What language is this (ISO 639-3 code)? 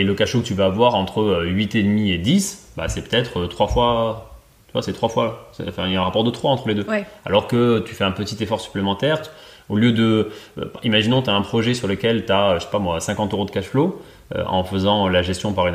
fra